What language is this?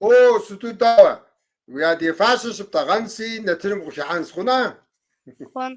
Kabardian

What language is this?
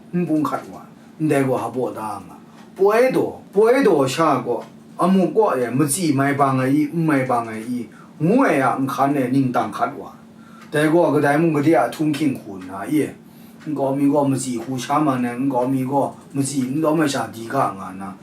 Kachin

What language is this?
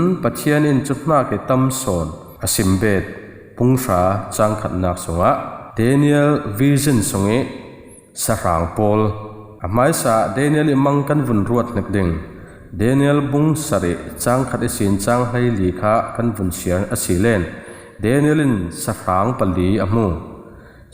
Falam Chin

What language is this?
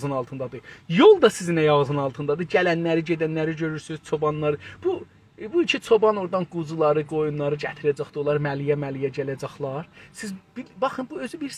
South Azerbaijani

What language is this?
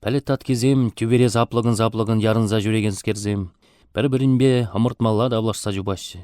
Chuvash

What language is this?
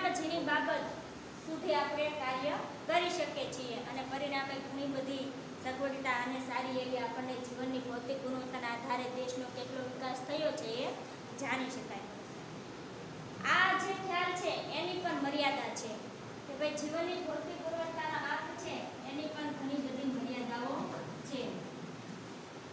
Gujarati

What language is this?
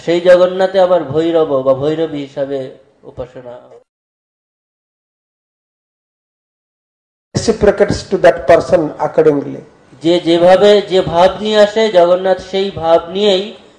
Bangla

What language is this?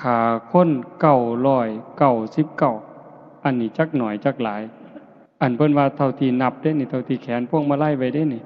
Northeastern Thai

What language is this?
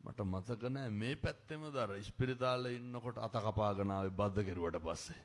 Sinhala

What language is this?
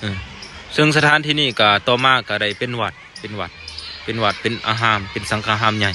Lao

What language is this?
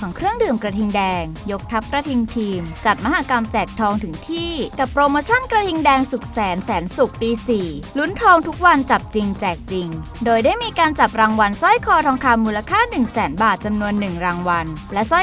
Thai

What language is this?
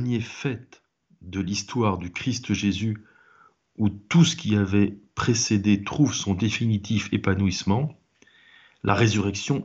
French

